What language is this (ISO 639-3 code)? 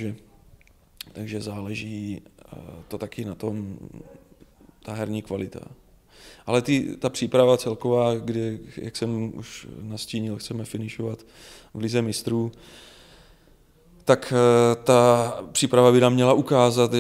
ces